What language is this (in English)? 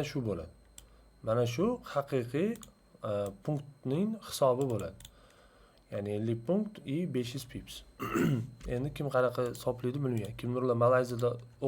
Uzbek